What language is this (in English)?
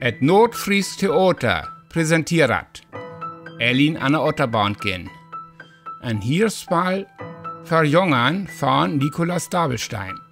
Northern Frisian